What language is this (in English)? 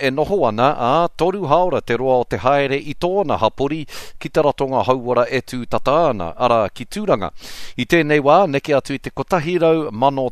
Māori